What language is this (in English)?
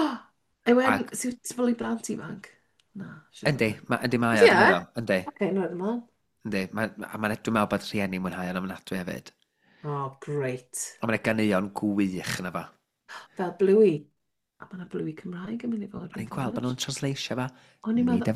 Welsh